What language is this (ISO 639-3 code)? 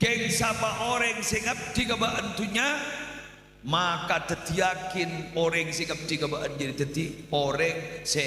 mad